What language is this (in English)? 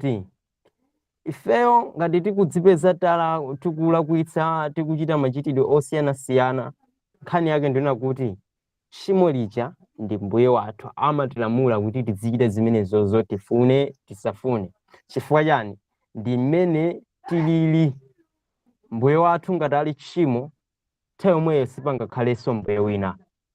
Nyanja